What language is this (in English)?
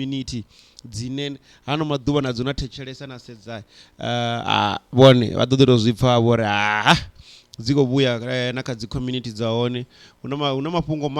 Venda